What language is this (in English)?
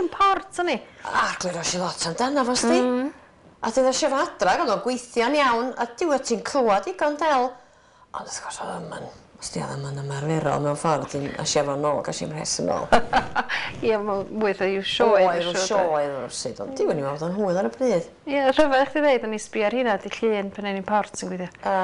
Welsh